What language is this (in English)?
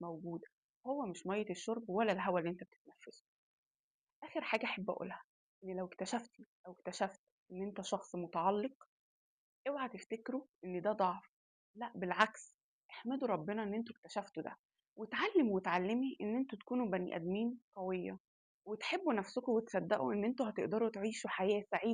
Egyptian Arabic